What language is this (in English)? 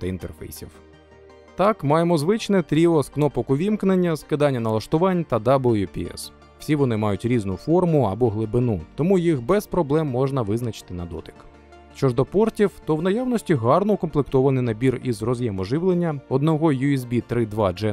Ukrainian